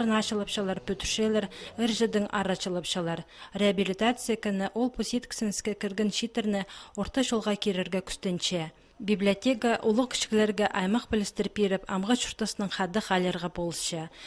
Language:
Khakas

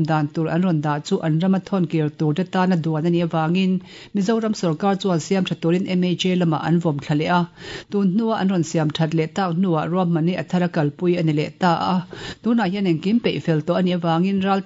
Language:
Mizo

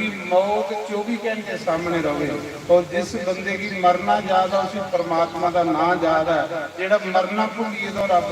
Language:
Dogri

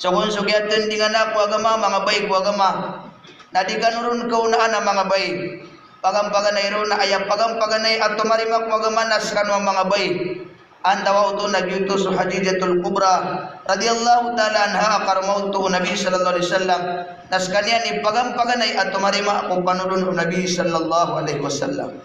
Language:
Maranao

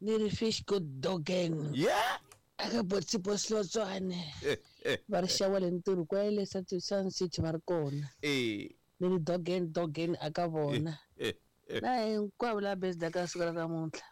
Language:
Tsonga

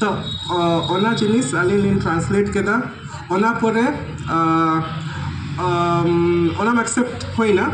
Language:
Santali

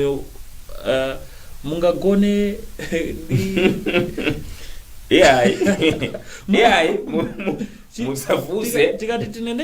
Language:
Nyanja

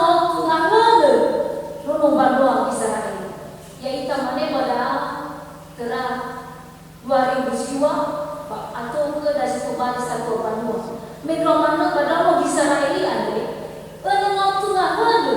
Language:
Nias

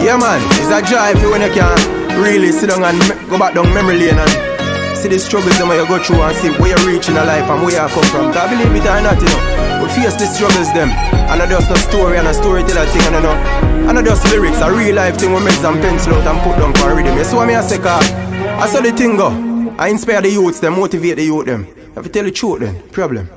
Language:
Jamaican Creole English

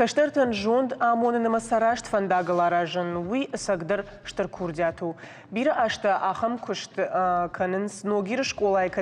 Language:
Ossetic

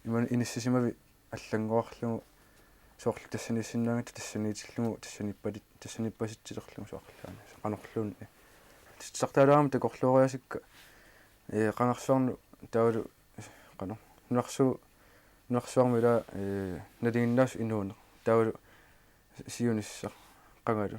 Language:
Kalaallisut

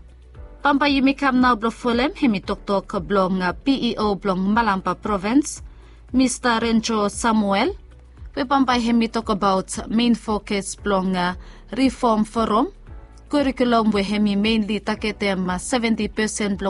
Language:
Bislama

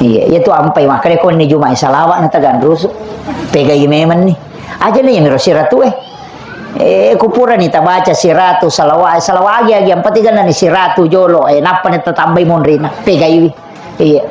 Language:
Buginese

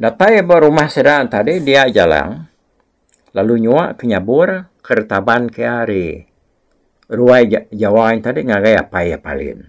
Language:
Iban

